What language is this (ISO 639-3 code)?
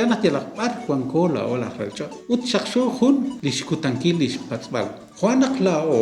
kek